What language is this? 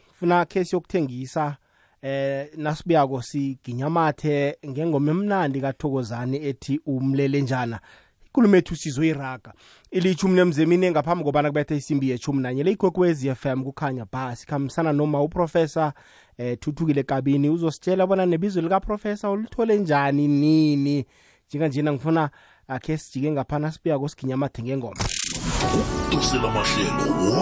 South Ndebele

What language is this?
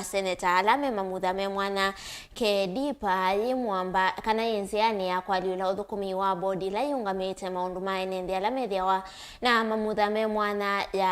Kamba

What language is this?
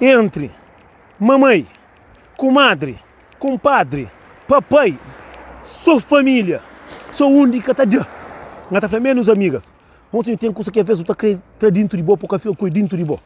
Kabuverdianu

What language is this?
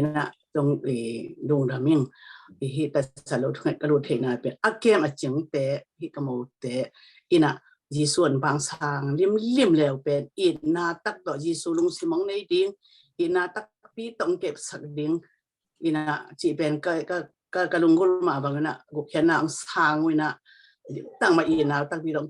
Tedim Chin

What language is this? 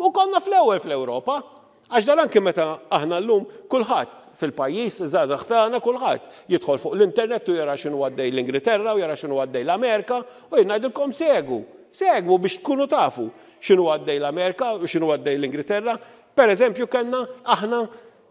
Maltese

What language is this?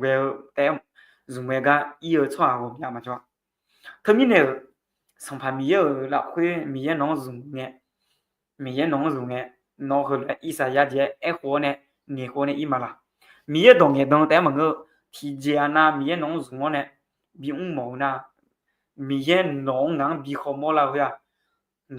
Akha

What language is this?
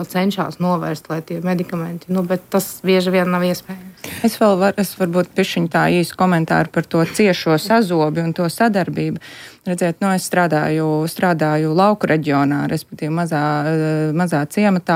Latvian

